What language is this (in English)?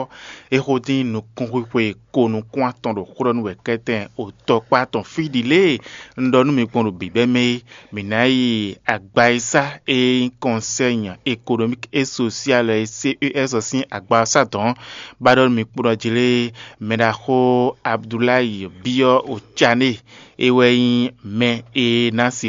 Fon